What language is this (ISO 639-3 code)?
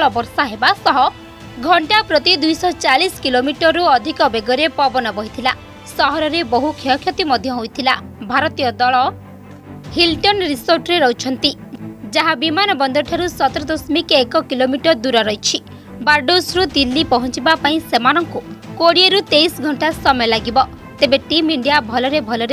ori